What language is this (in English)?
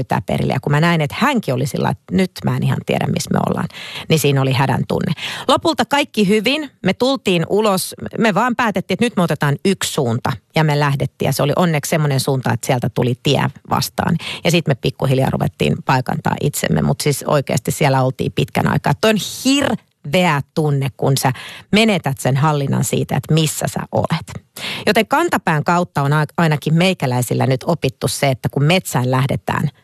Finnish